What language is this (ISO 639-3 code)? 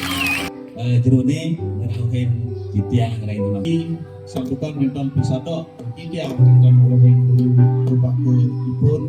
ban